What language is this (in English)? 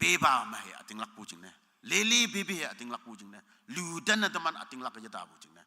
Konyak Naga